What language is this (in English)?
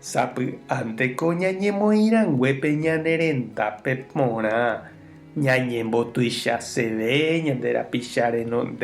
Guarani